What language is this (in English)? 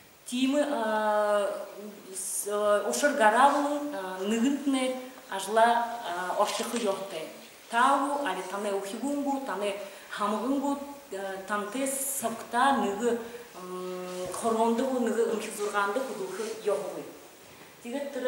Buriat